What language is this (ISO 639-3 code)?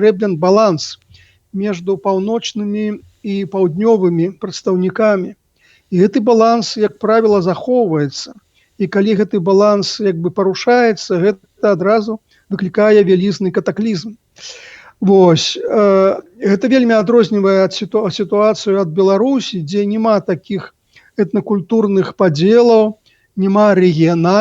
bel